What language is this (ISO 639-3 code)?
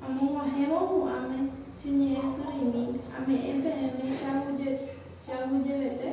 grn